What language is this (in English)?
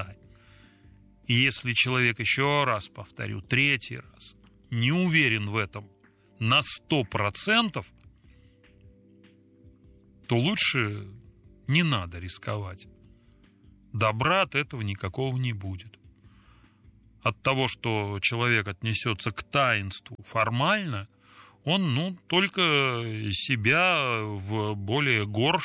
Russian